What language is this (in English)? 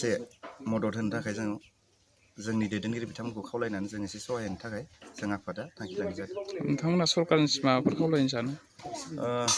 Bodo